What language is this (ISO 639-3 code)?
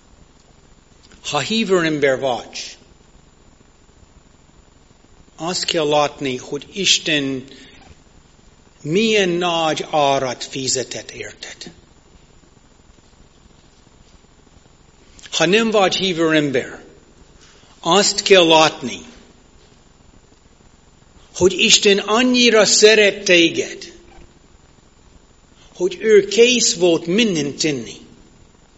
hun